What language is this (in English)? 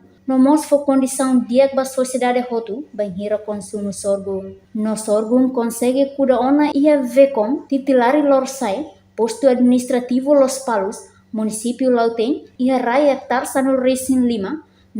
Tetum